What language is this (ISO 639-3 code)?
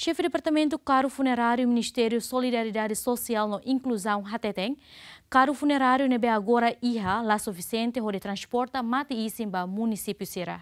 tet